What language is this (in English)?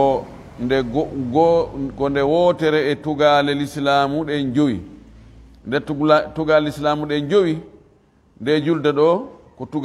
Fula